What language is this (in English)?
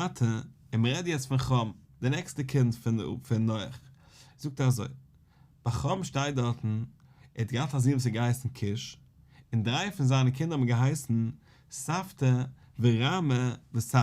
Yiddish